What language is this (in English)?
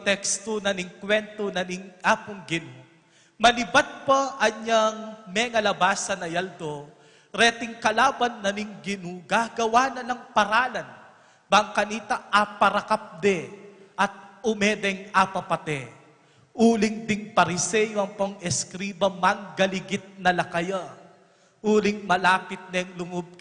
Pampanga